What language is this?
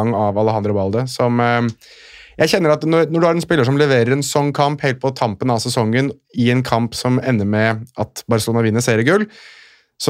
Norwegian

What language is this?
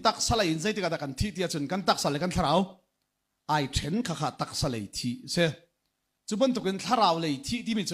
Hakha Chin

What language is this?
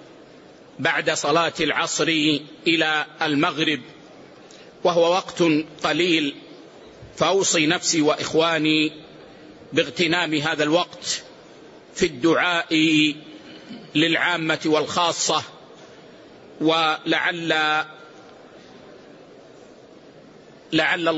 Arabic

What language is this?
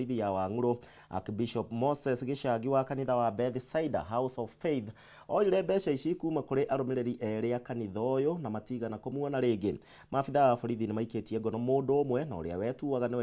Kikuyu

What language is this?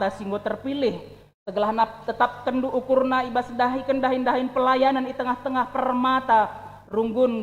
Batak Karo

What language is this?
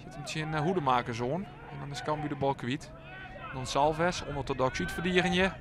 Western Frisian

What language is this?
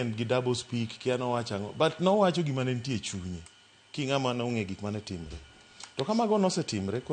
Luo (Kenya and Tanzania)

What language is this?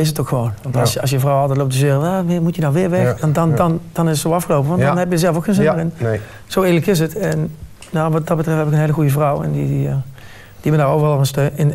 Dutch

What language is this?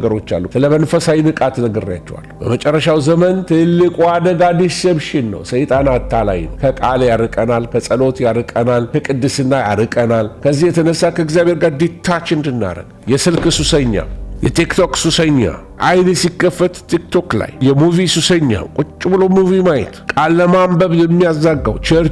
Amharic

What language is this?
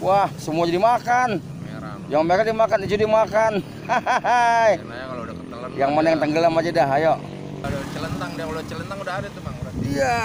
Betawi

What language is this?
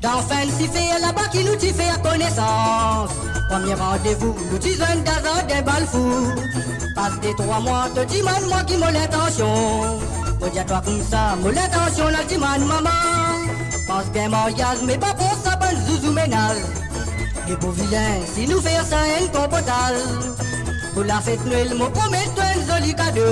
Morisyen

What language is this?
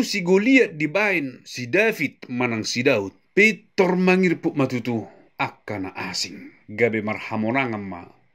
Batak Toba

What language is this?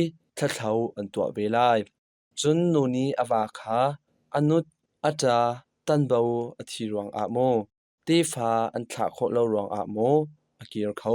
Hakha Chin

